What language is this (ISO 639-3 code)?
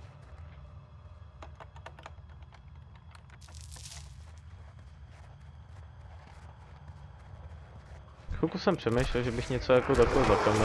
ces